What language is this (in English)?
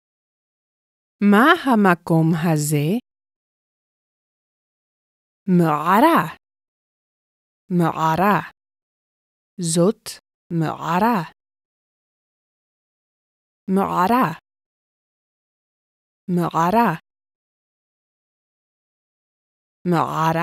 Hebrew